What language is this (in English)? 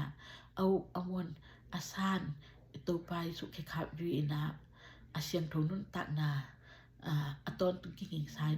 Tedim Chin